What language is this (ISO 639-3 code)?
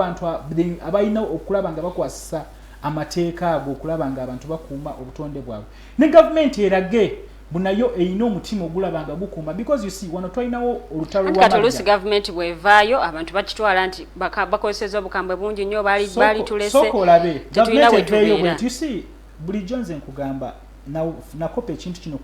lug